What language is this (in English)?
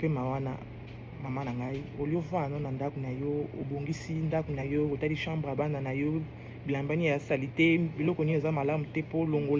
Lingala